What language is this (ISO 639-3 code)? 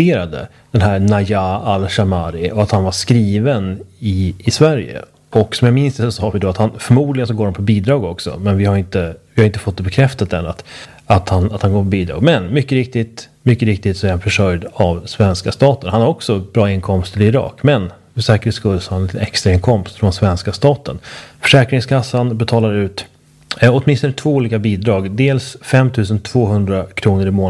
swe